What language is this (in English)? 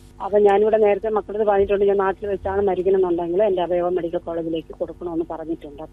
Malayalam